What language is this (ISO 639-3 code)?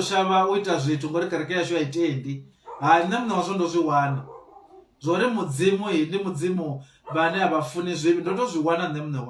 ven